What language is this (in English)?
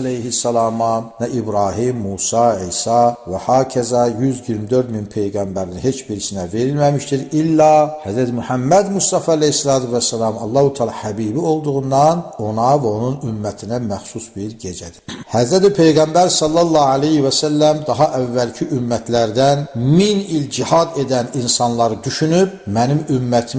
Azerbaijani